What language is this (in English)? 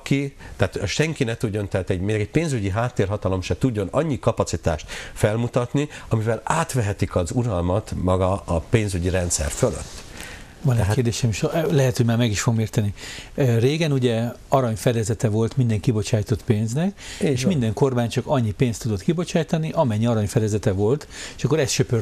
Hungarian